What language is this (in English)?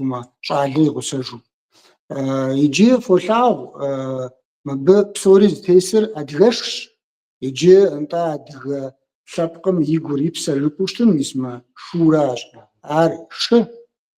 Kabardian